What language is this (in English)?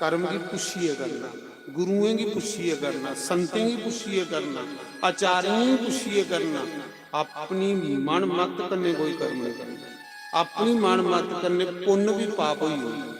Dogri